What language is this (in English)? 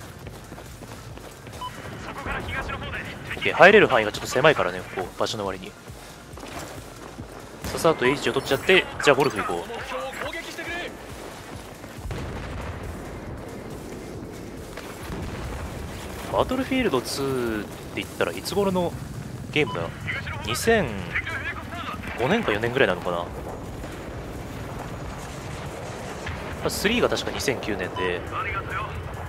Japanese